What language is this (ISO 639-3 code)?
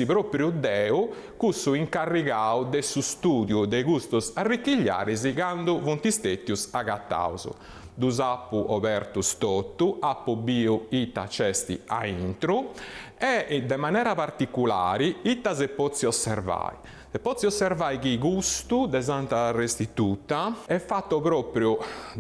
srd